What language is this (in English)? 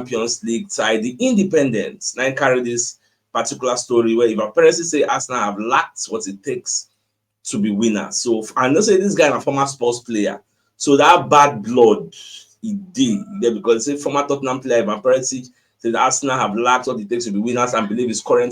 Nigerian Pidgin